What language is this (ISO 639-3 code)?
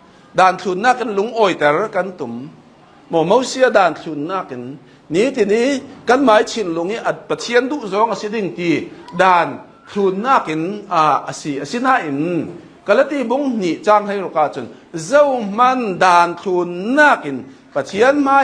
cnh